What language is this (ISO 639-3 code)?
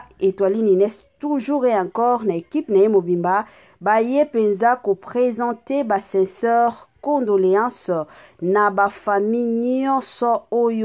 lin